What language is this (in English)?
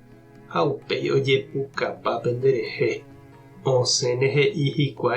Guarani